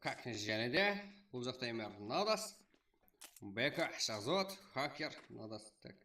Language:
Kara-Kalpak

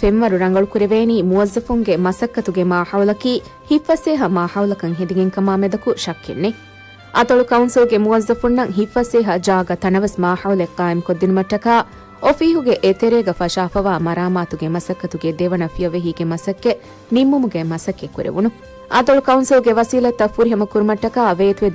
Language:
Divehi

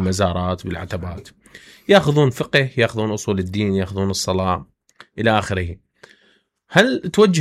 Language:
Mesopotamian Arabic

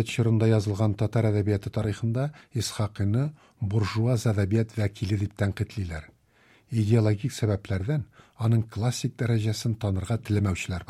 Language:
Tatar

